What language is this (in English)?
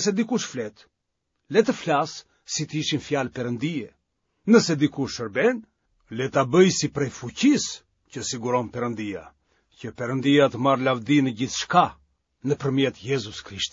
Albanian